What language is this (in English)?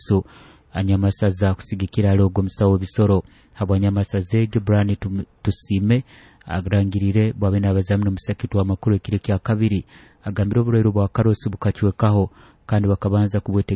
Nyoro